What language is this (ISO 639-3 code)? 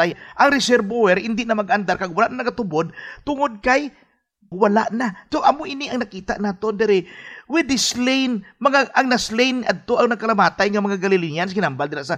hil